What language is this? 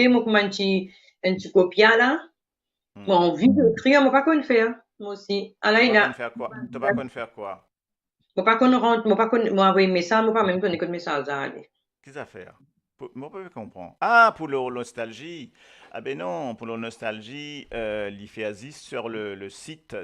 Morisyen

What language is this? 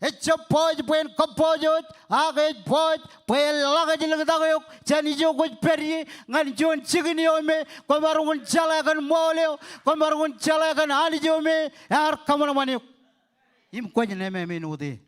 Marshallese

